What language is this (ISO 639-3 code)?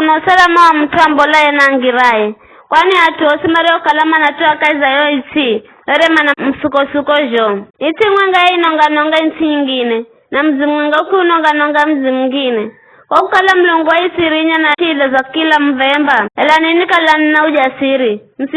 nyf